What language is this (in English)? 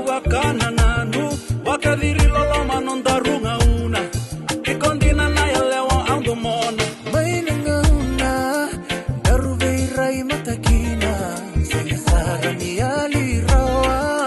Fijian